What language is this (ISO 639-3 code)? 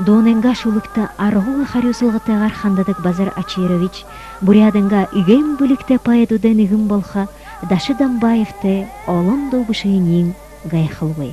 bua